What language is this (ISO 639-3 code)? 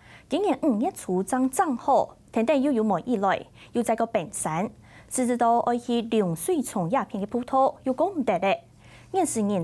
hak